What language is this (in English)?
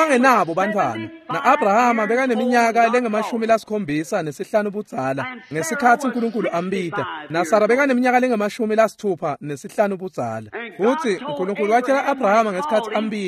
Swati